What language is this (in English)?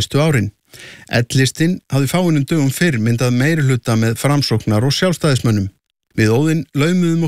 Icelandic